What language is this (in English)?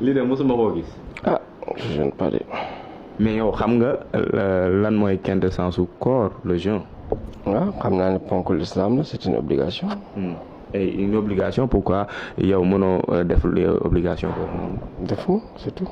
Wolof